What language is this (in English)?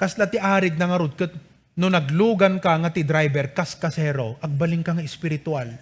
Iloko